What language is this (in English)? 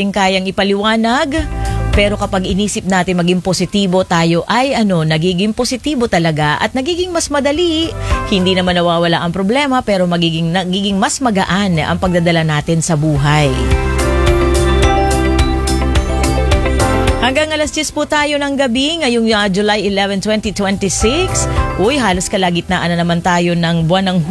Filipino